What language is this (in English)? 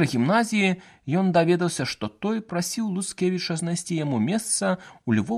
Belarusian